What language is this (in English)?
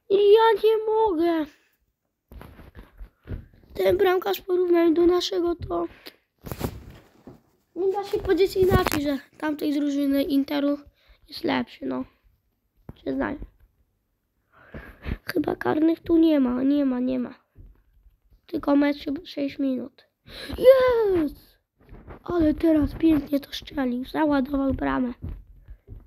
Polish